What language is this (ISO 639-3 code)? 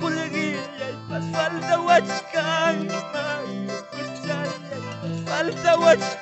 que